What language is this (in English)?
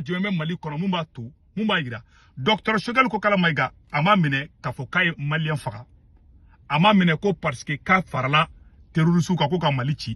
Bambara